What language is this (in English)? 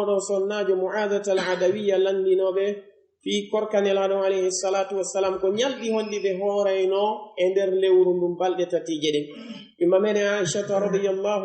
Pular